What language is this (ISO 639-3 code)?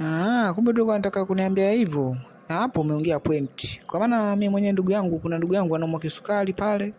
swa